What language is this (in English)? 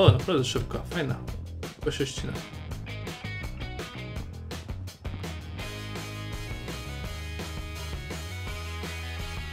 Polish